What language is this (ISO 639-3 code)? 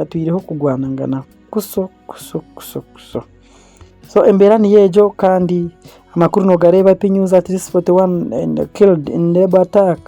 nyn